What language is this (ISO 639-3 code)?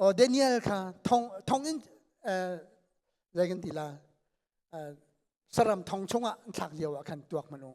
cnh